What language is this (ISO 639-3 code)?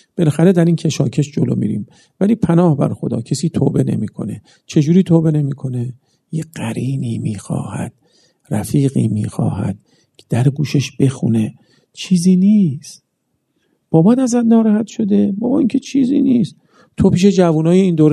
fas